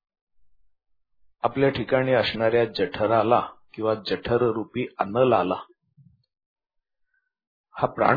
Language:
Marathi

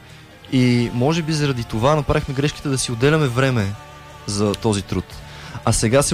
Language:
Bulgarian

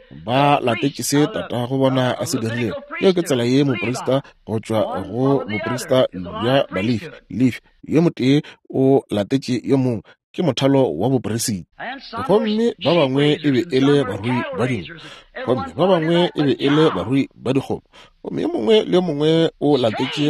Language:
Northern Sotho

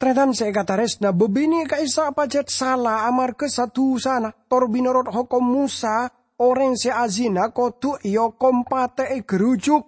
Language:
Madurese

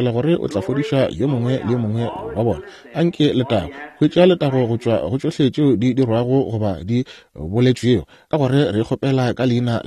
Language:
Northern Sotho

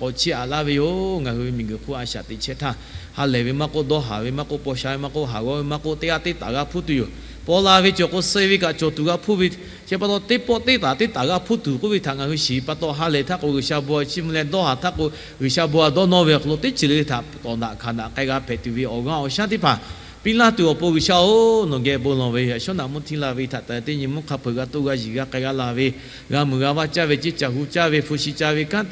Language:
Lahu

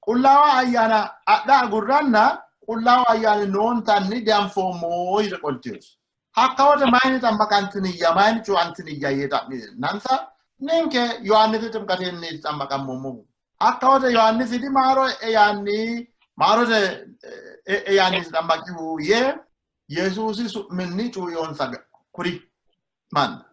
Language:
Sidamo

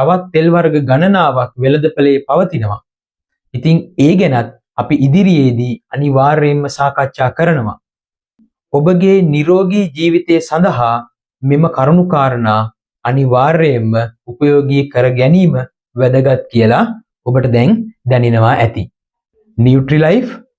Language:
Sinhala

